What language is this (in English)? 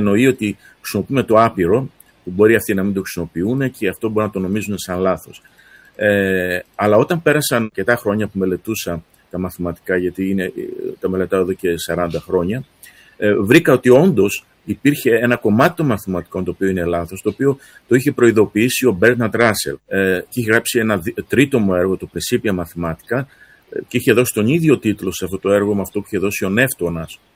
Greek